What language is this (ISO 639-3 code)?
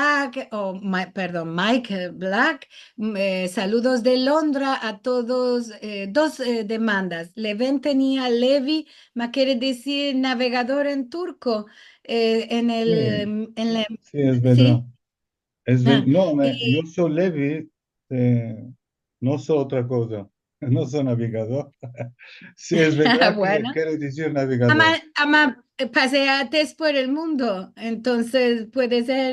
lad